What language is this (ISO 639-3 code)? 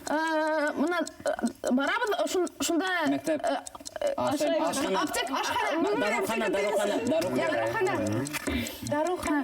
bak